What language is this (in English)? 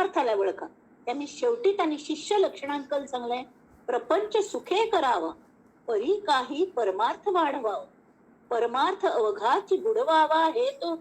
Konkani